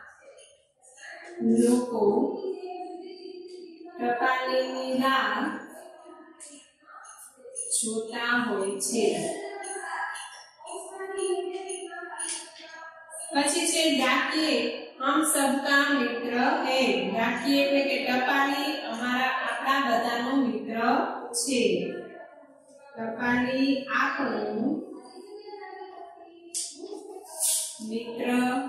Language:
Gujarati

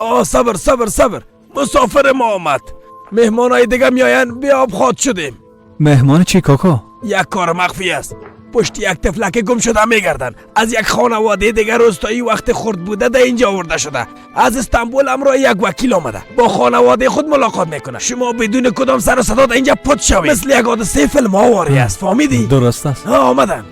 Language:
Persian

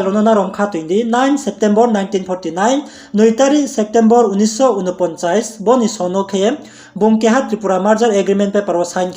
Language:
Riang (India)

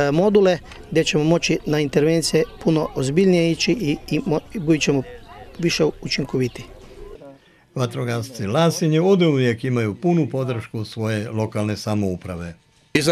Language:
Croatian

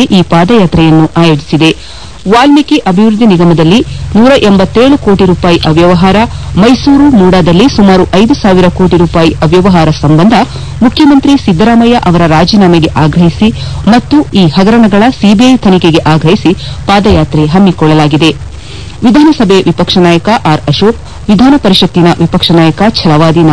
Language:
Kannada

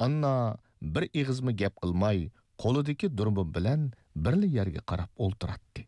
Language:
Uyghur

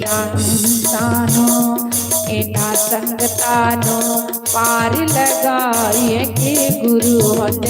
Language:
Dogri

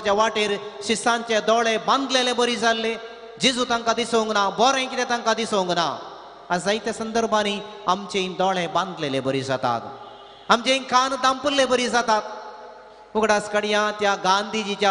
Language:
Konkani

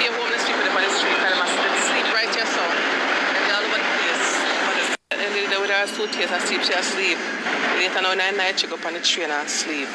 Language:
Jamaican Creole English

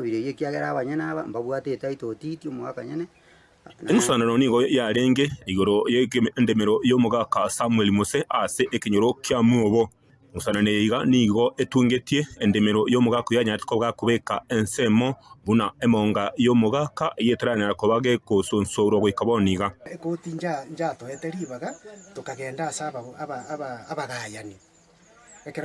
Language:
Gusii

